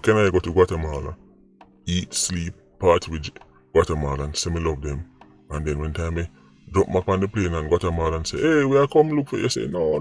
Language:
Jamaican Creole English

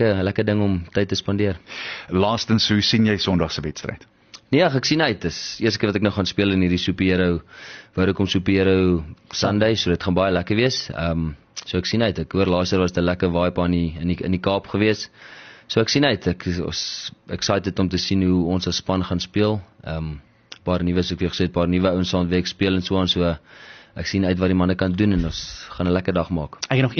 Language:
Afrikaans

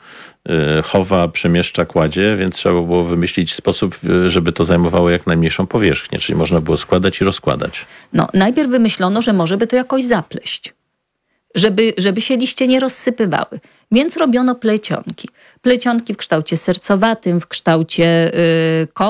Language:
Polish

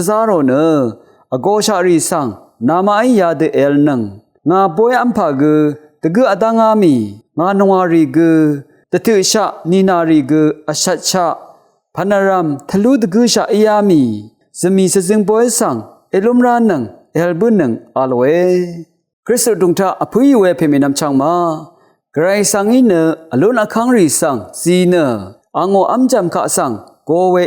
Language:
Rawang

